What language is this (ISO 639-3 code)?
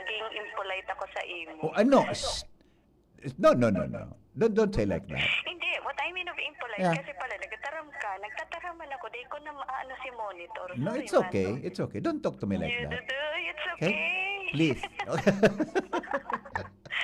bik